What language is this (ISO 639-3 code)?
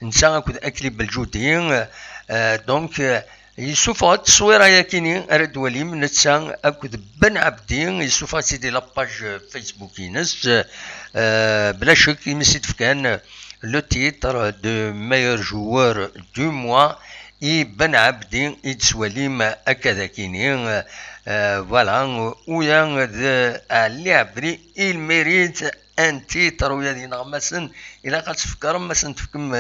kab